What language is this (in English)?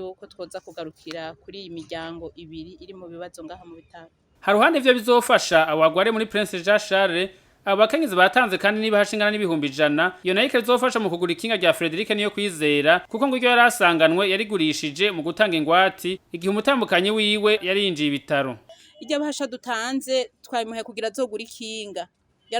Rundi